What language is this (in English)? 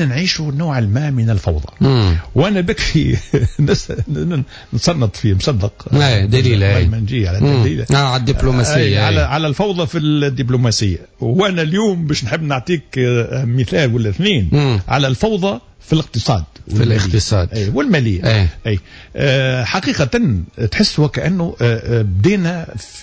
Tunisian Arabic